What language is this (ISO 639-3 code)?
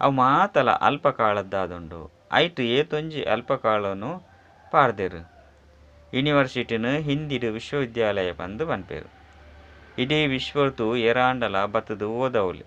tcy